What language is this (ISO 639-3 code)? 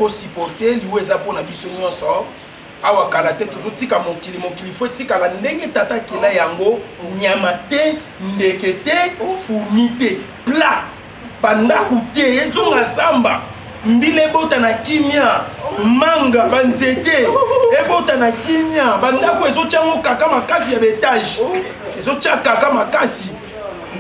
lin